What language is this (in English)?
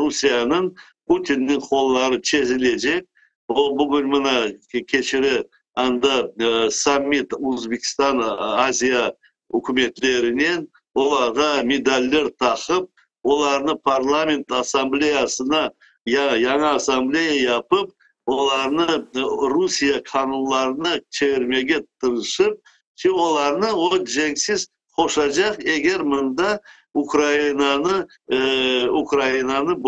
Crimean Tatar